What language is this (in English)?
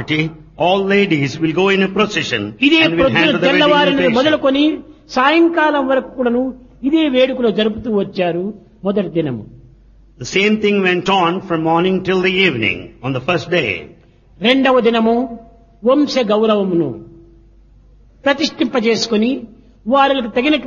Telugu